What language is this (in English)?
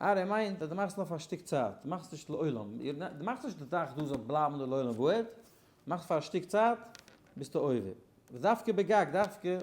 Yiddish